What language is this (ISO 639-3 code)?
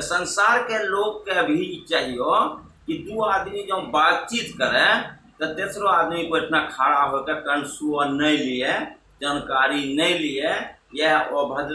anp